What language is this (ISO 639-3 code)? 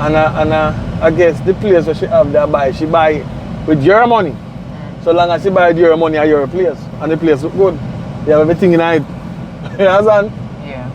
jam